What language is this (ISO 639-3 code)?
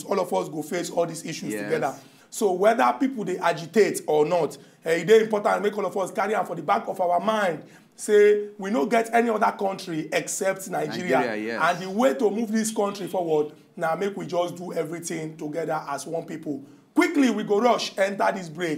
pcm